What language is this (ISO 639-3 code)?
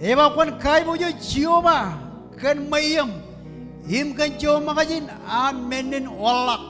mah